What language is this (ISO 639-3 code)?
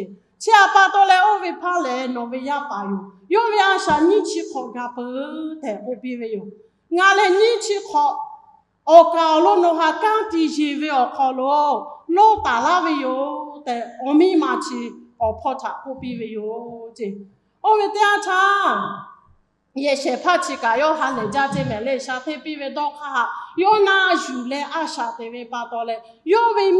lhu